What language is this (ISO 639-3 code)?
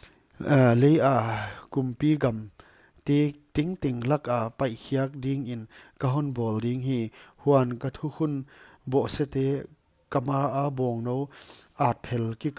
pck